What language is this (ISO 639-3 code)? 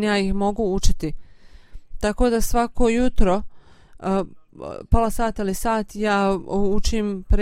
bos